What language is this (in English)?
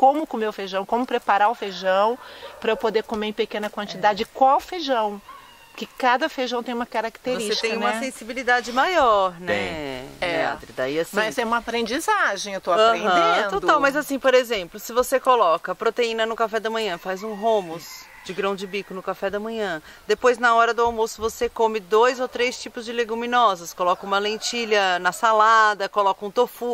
Portuguese